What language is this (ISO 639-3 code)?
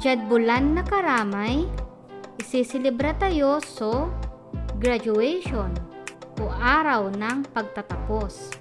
pag